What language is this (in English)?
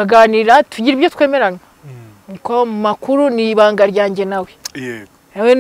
Kinyarwanda